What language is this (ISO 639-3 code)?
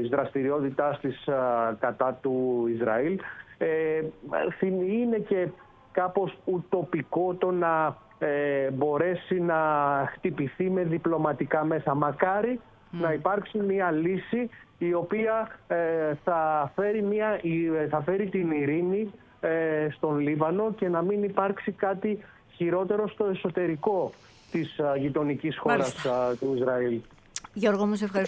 ell